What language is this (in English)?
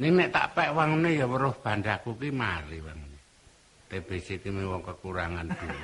Javanese